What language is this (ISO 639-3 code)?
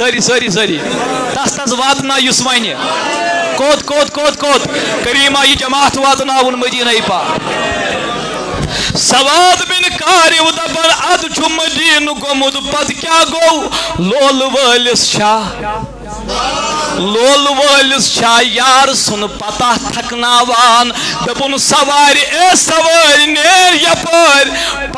kas